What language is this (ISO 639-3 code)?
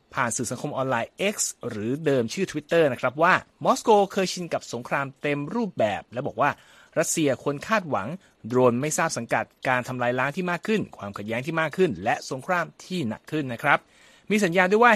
tha